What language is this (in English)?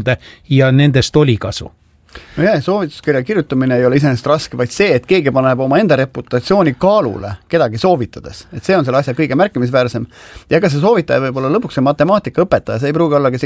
Estonian